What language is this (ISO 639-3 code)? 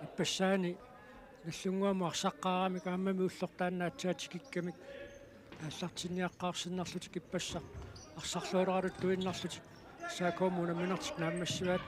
kal